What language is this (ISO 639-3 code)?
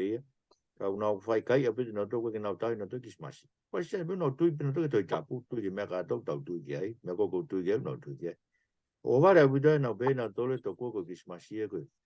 ton